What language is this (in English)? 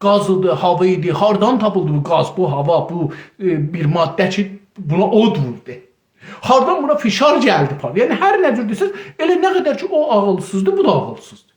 South Azerbaijani